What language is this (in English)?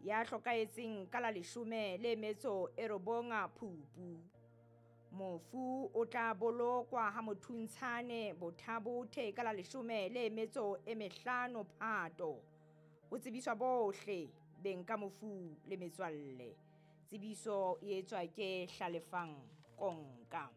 Southern Sotho